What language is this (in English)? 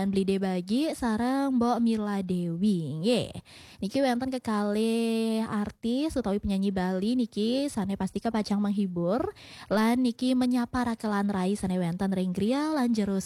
Balinese